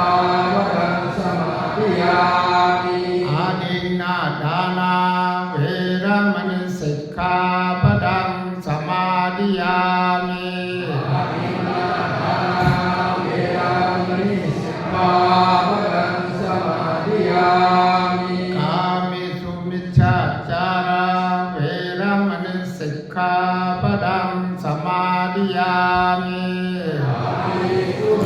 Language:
Pali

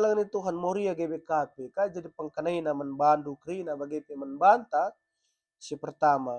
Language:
Batak Karo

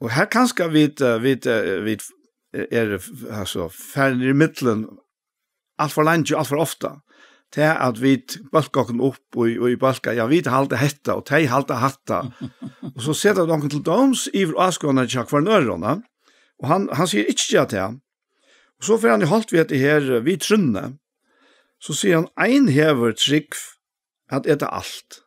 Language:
Faroese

